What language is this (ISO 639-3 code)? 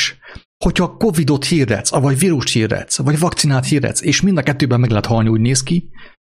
hun